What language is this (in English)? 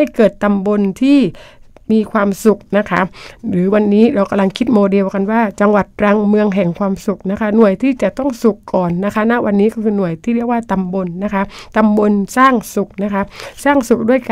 Thai